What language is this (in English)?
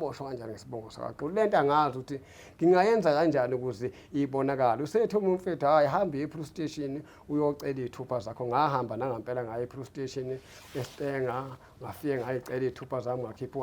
Zulu